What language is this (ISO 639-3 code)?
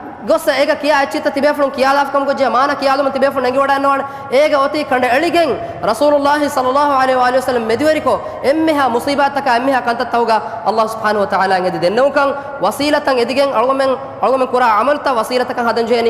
div